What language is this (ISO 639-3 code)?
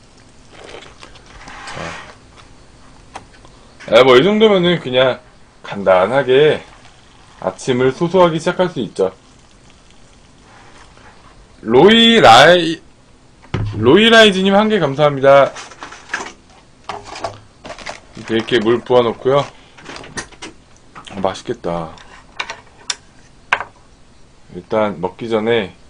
kor